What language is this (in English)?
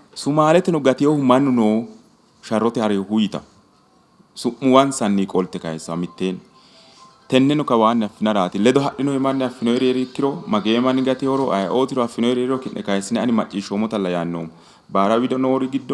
Sidamo